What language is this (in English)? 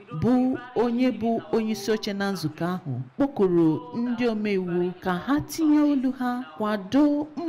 Igbo